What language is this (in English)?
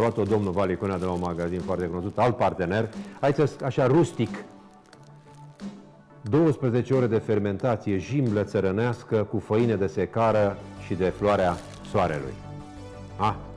Romanian